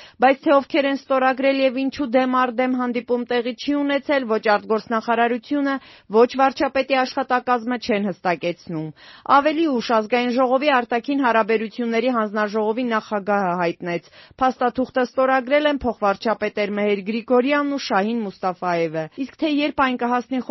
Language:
Armenian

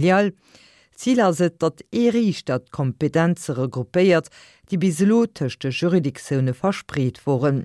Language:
Luxembourgish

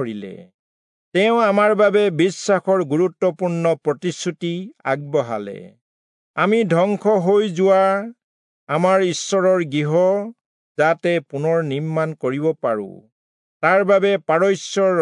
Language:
Assamese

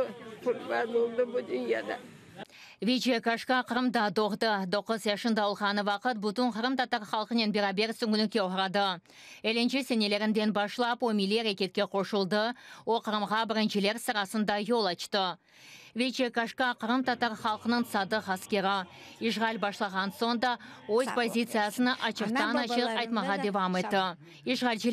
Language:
Crimean Tatar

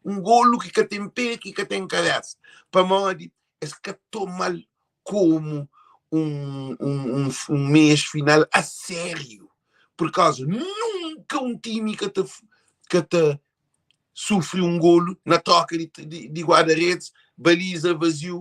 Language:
Kabuverdianu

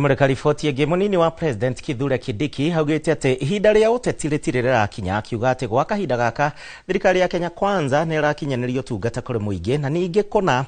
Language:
Kikuyu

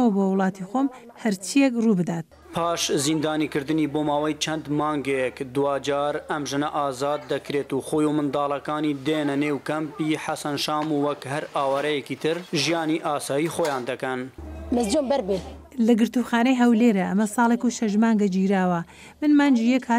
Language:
Central Kurdish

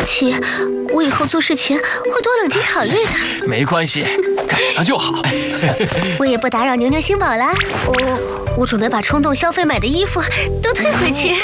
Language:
Chinese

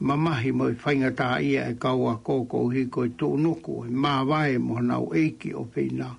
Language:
Tongan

